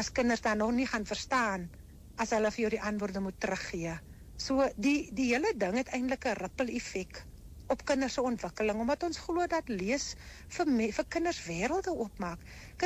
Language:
Afrikaans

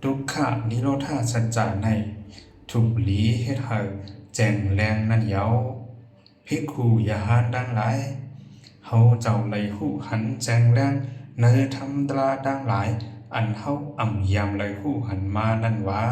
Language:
Shan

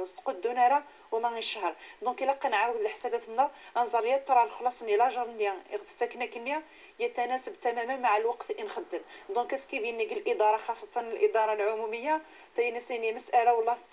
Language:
Moroccan Arabic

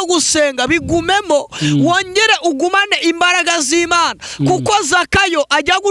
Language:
Kinyarwanda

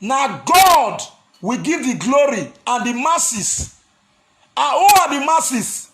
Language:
Nigerian Pidgin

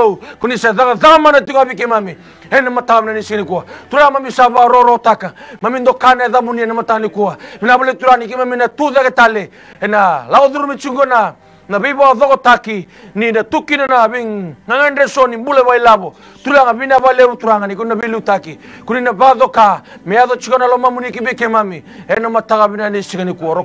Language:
Fijian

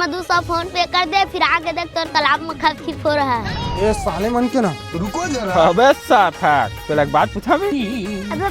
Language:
Chhattisgarhi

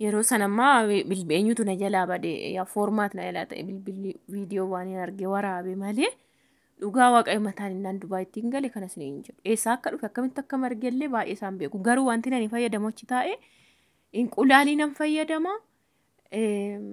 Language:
Oromo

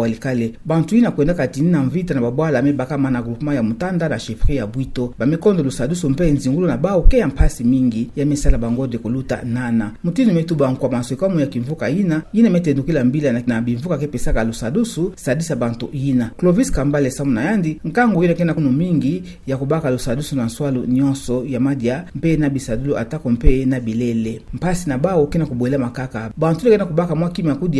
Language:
Kituba (Democratic Republic of Congo)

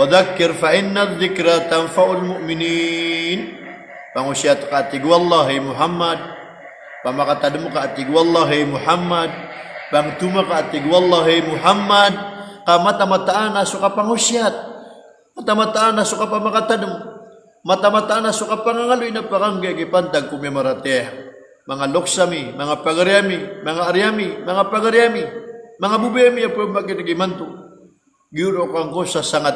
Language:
Maranao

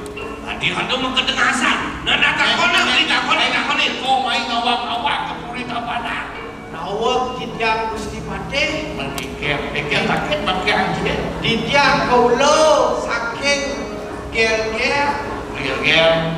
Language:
Balinese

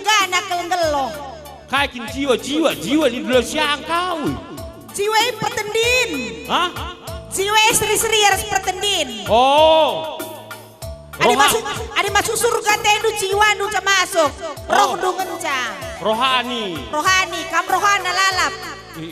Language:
Batak Karo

